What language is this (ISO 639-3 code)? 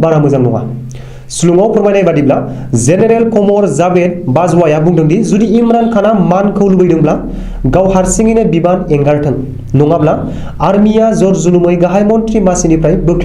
brx